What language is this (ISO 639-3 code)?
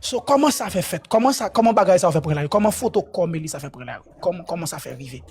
hat